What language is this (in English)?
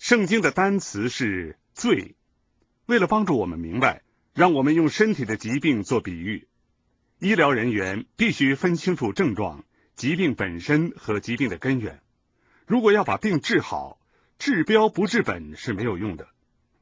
Chinese